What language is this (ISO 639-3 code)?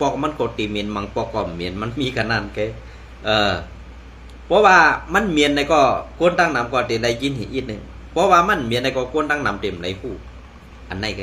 shn